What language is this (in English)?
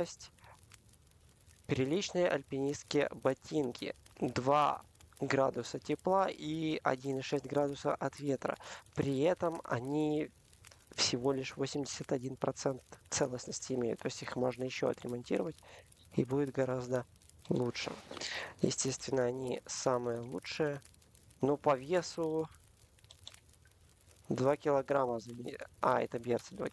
Russian